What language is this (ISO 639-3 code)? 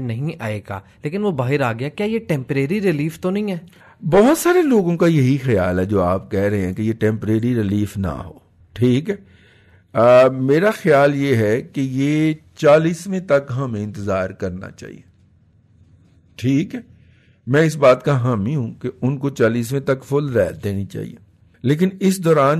urd